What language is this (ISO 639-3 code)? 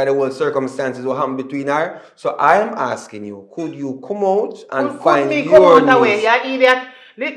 jam